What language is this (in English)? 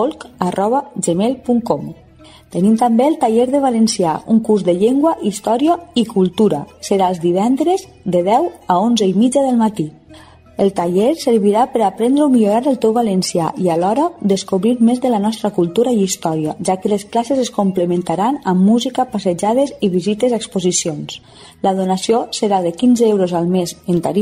Catalan